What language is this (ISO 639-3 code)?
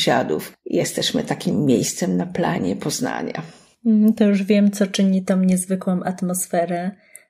pol